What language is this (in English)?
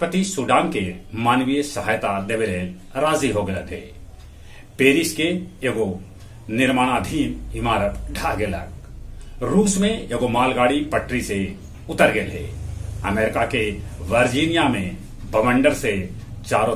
Magahi